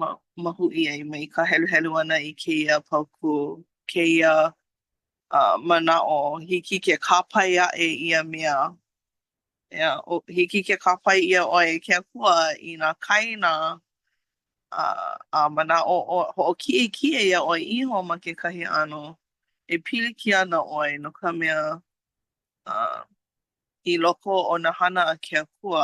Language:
Hawaiian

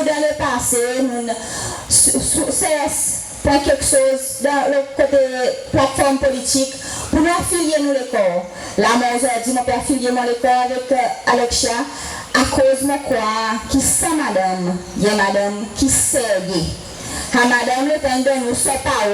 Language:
Seselwa Creole French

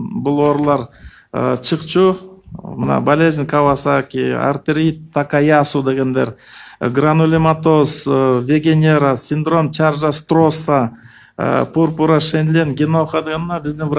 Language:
Kyrgyz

